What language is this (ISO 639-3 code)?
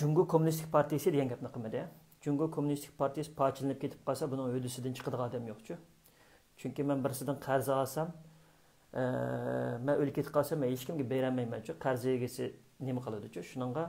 uig